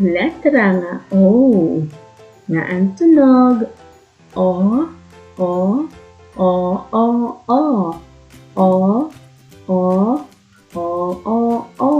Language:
Waray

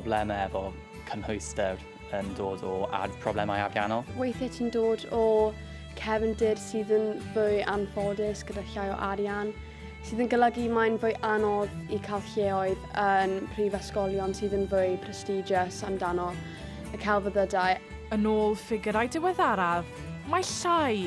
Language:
Welsh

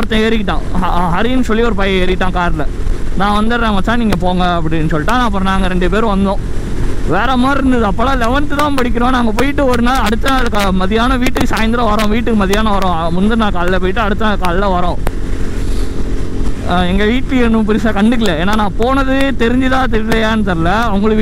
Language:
Tamil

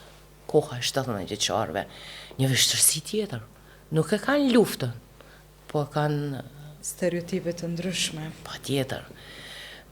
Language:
Albanian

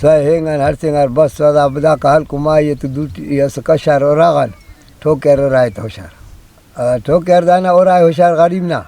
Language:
Brahui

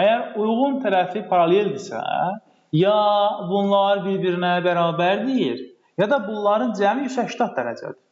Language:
Azerbaijani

